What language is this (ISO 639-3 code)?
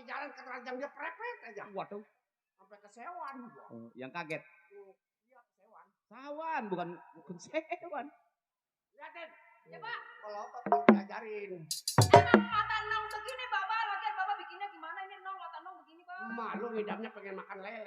bew